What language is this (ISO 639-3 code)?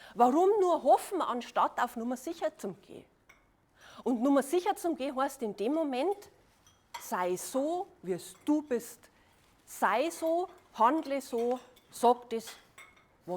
bar